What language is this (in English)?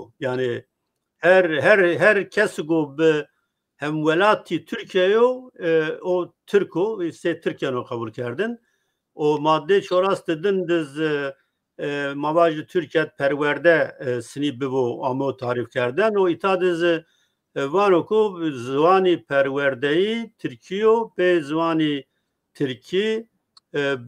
Zaza